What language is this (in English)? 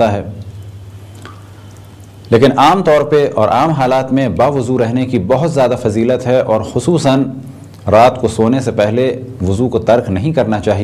Urdu